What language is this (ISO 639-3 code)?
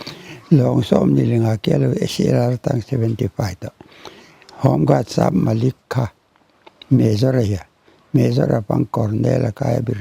pck